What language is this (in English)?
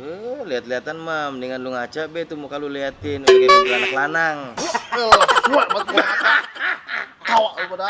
Betawi